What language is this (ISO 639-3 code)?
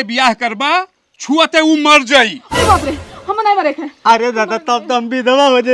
bho